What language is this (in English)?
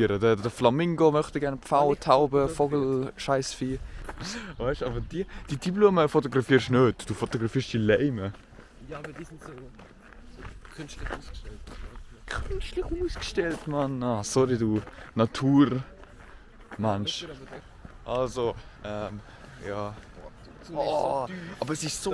Swiss German